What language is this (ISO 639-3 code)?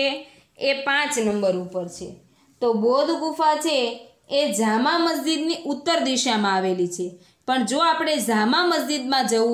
guj